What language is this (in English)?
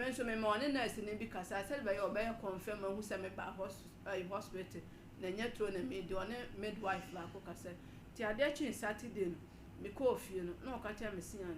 Akan